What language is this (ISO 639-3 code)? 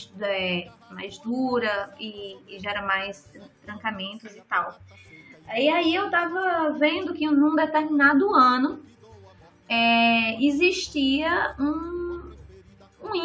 por